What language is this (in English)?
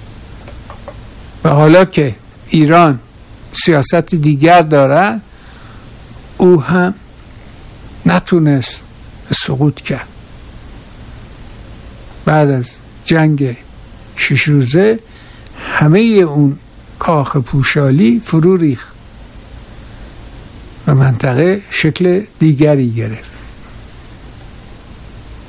Persian